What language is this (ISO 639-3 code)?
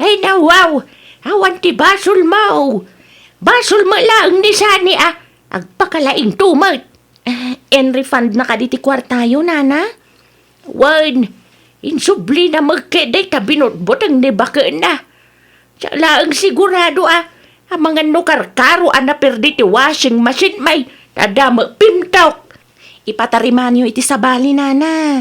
ilo